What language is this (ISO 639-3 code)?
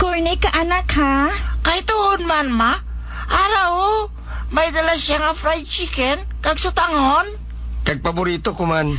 hil